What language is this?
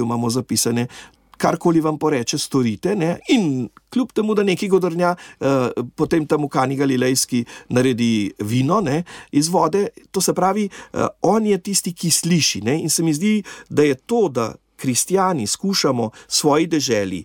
Slovenian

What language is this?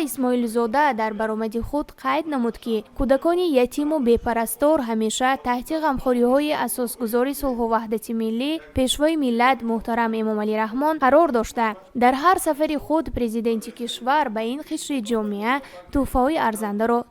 Tajik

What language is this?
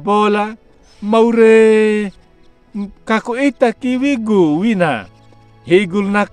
Anakalangu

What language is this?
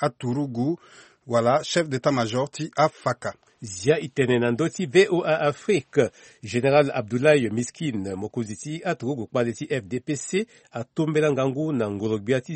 Sango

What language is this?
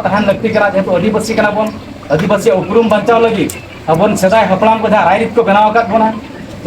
Santali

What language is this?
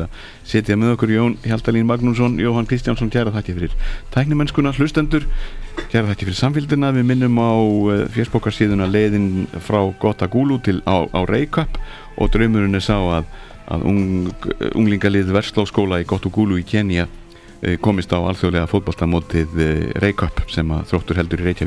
Icelandic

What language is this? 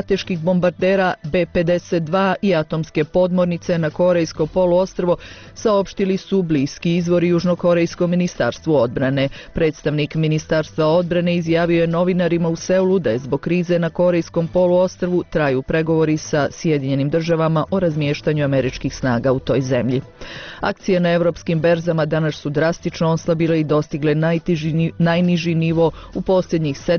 Bosnian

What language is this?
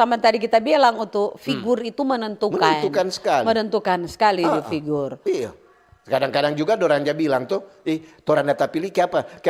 Manado Malay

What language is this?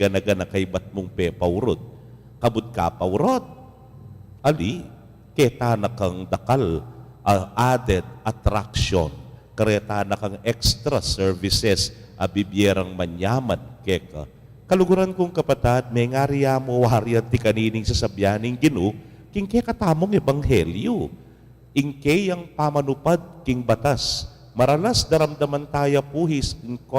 Pampanga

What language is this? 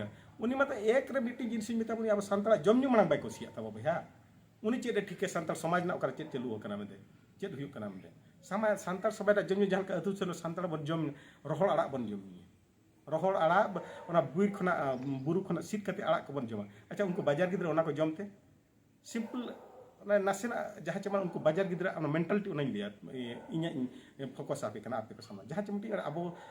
Santali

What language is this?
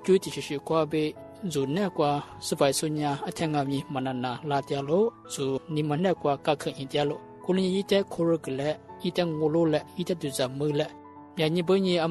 Lisu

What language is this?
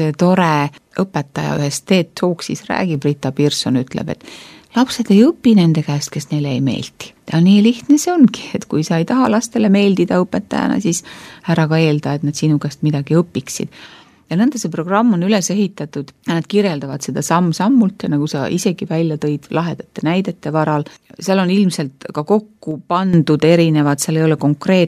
Estonian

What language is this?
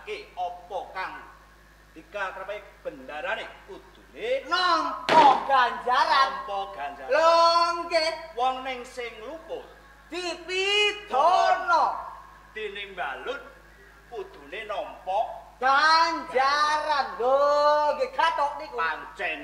Javanese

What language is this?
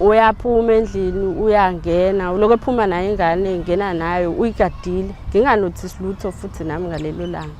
Zulu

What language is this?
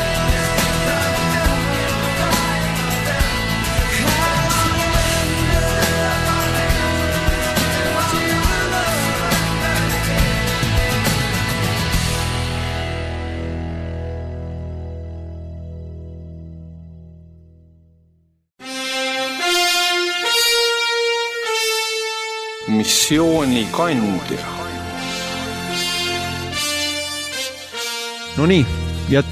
Estonian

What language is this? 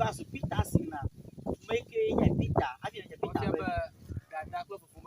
Ewe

